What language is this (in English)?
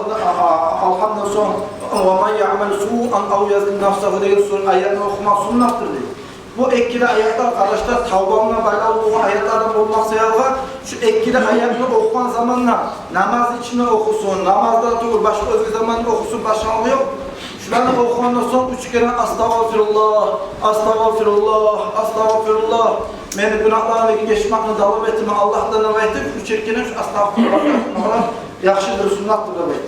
Kumyk